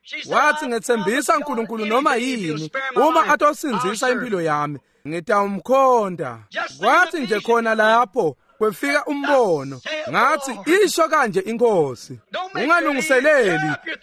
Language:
Swati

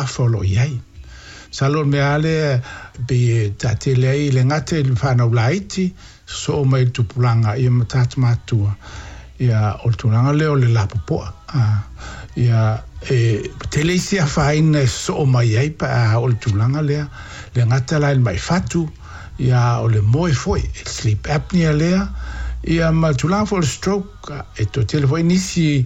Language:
Samoan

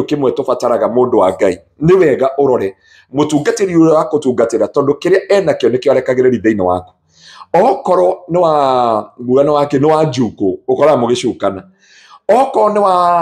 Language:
Kikuyu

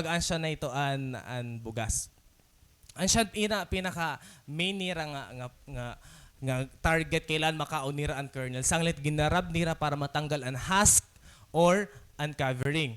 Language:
Waray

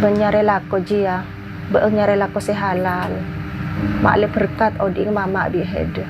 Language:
Madurese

